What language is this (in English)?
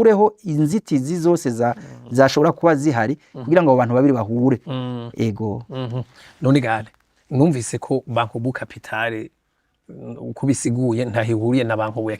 Rundi